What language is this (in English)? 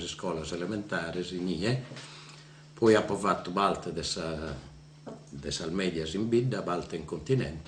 Sardinian